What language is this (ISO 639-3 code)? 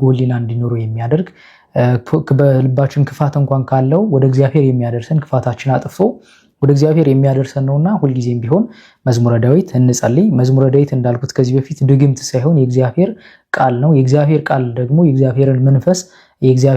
amh